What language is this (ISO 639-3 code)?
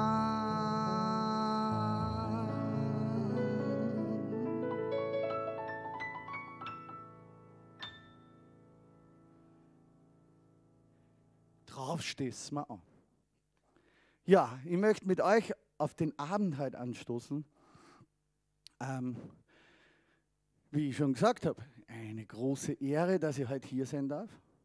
deu